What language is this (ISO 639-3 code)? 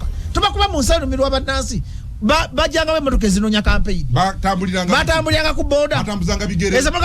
lug